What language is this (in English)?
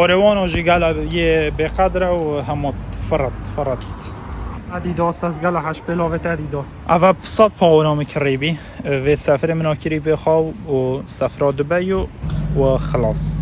Kurdish